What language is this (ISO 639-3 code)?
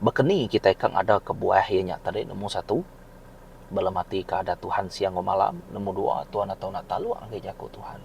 iba